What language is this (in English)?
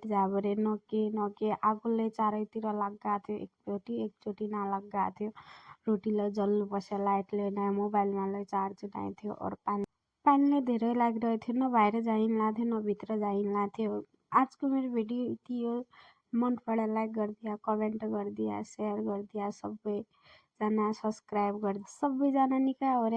Nepali